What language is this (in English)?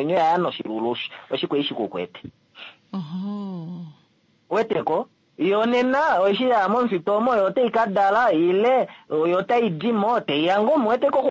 Kuanyama